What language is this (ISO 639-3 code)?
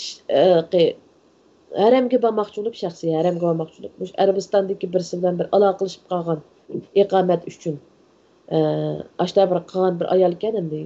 uig